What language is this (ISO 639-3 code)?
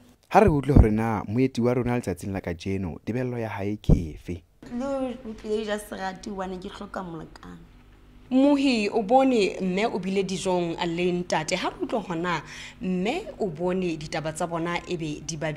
sot